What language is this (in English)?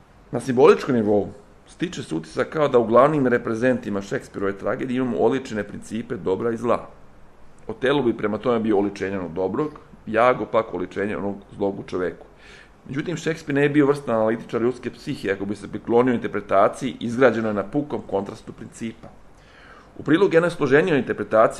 Serbian